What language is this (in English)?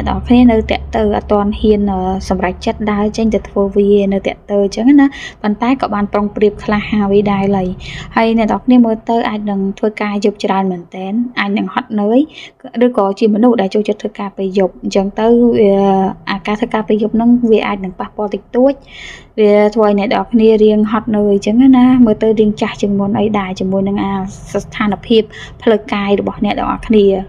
Khmer